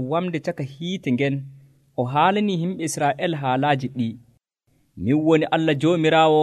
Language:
Nigerian Fulfulde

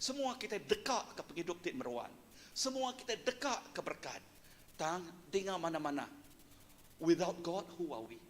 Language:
Iban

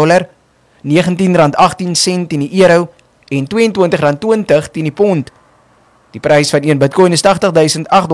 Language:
Afrikaans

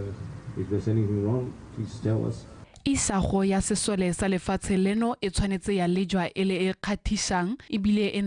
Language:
Tswana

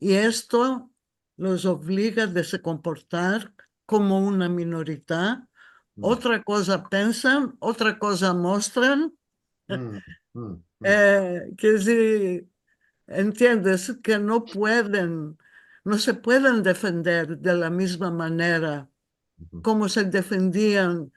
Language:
Ladino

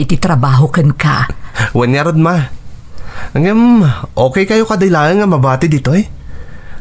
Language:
Iloko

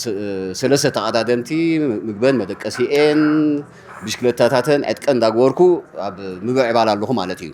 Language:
Tigrinya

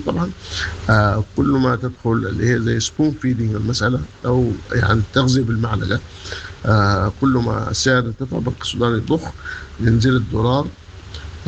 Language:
Sudanese Arabic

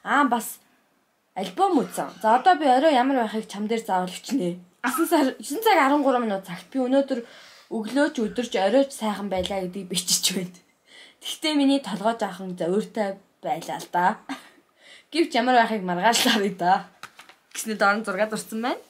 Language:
Mongolian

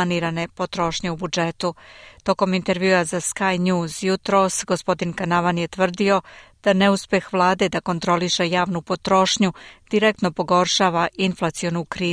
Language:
Serbian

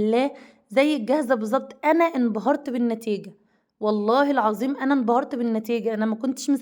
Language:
Egyptian Arabic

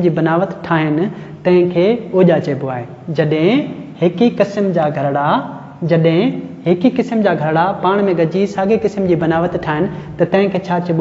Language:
Sindhi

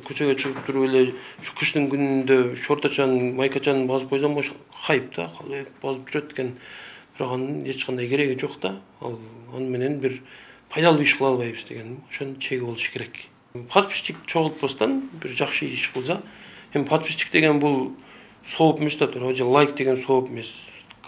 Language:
Kyrgyz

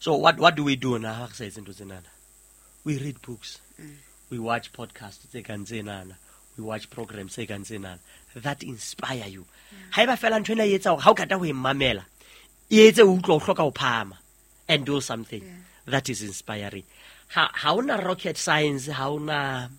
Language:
Southern Sotho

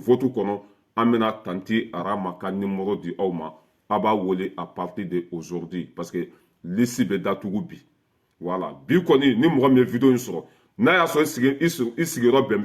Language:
Bambara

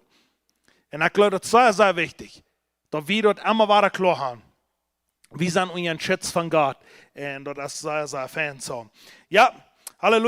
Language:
Plautdietsch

